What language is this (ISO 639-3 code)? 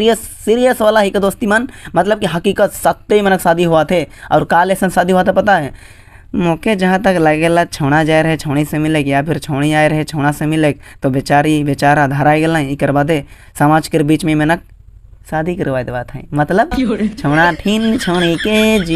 sck